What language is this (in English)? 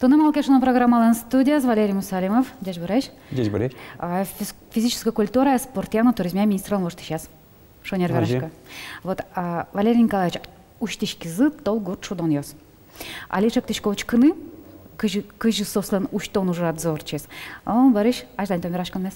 Udmurt